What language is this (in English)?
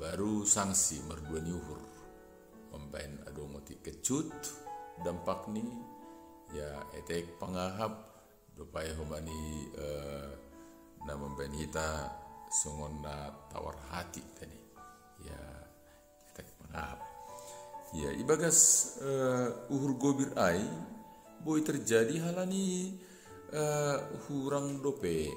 Batak Simalungun